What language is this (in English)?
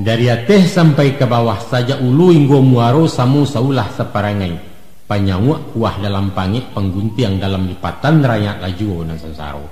Minangkabau